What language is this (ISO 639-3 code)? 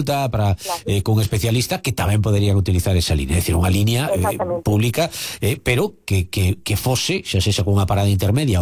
glg